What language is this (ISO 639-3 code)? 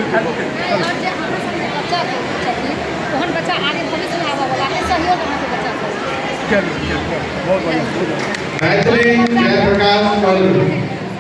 mai